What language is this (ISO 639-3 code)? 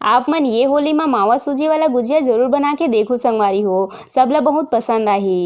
hne